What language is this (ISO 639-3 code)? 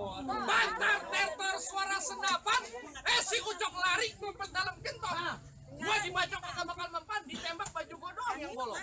bew